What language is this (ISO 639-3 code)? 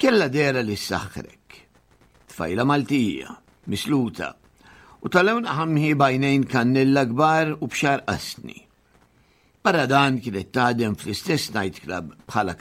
mlt